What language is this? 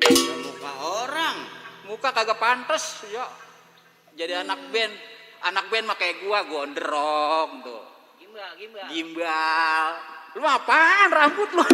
Betawi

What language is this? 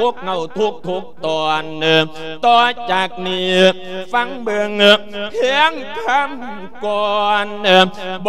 Lao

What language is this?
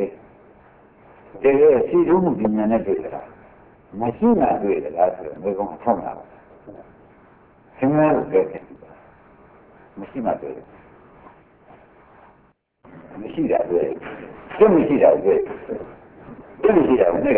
Burmese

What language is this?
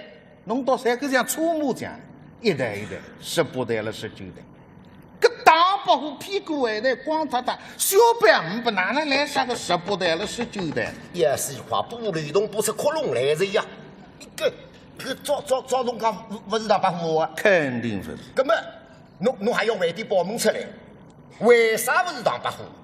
Wu Chinese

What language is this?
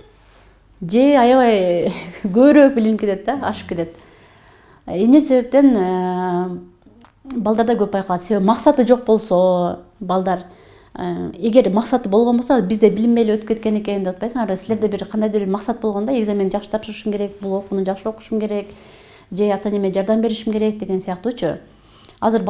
Kyrgyz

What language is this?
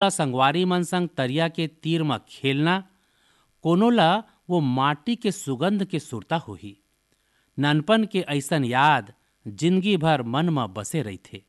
Chhattisgarhi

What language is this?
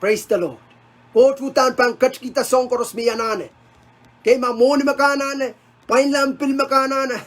Pohnpeian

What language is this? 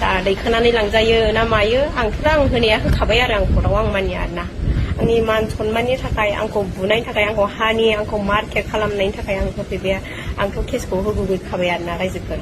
Bodo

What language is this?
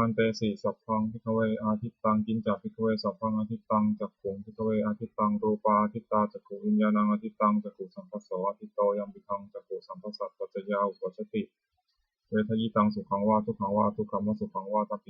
Pali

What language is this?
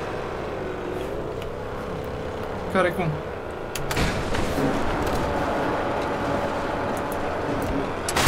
Romanian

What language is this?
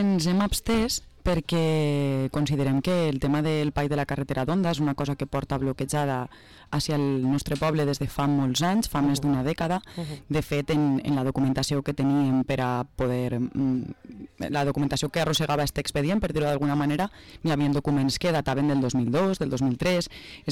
Catalan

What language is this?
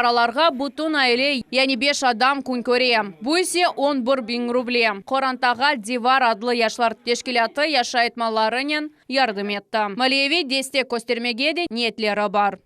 Crimean Tatar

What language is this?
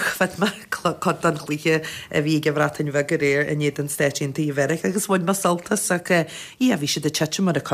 Irish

